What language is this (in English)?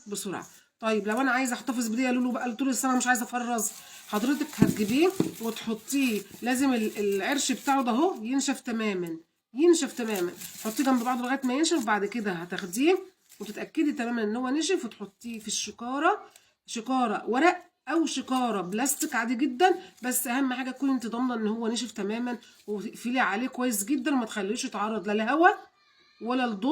Egyptian Arabic